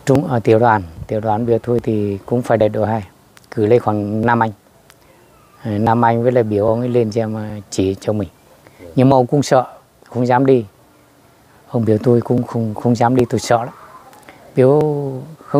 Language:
Vietnamese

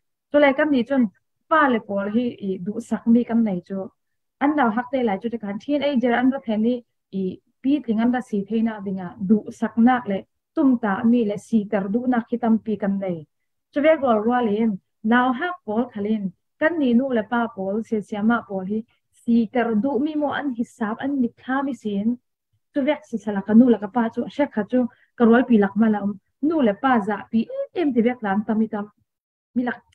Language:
Falam Chin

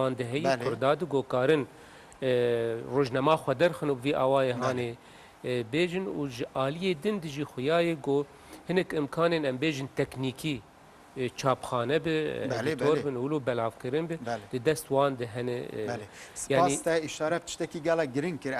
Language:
Kurdish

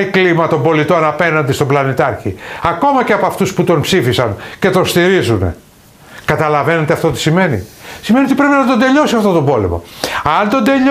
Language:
Greek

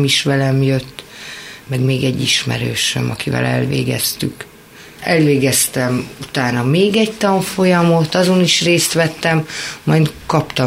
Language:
Hungarian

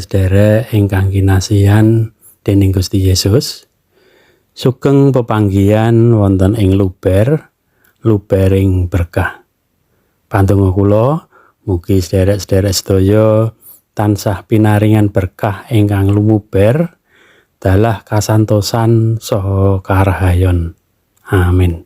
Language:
Javanese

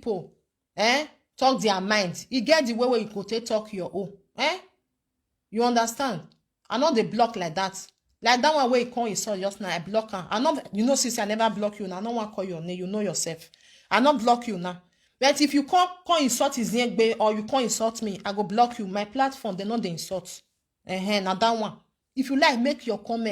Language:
Nigerian Pidgin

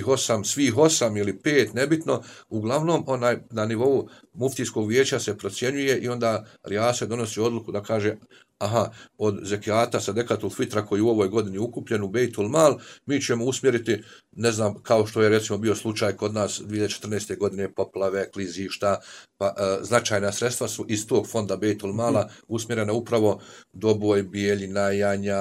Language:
Bosnian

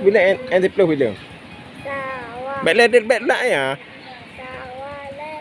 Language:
Achinese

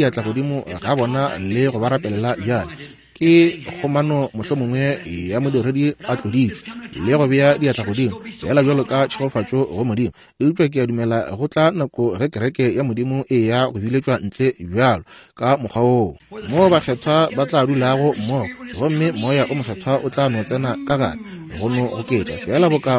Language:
Northern Sotho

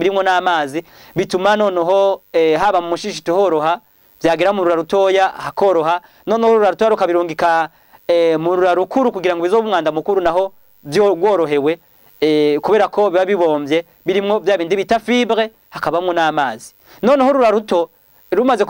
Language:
Rundi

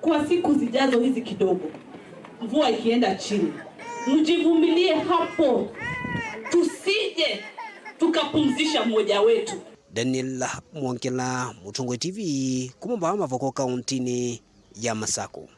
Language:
Kamba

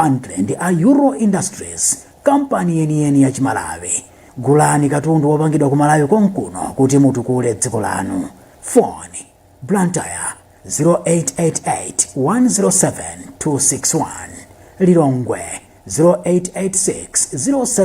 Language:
Nyanja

